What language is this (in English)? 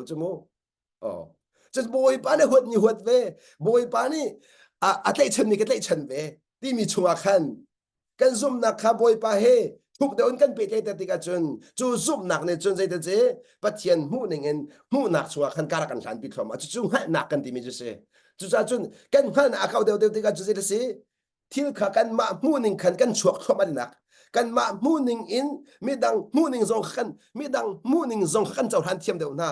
Hakha Chin